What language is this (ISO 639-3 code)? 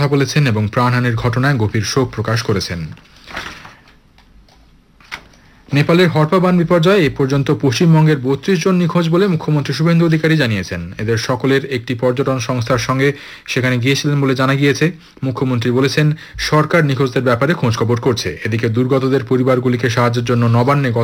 ben